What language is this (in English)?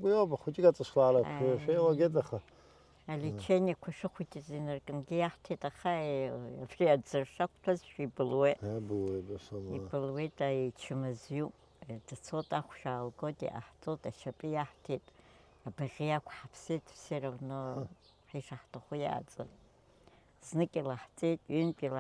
Abkhazian